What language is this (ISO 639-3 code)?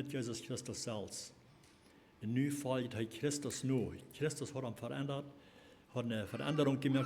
pdt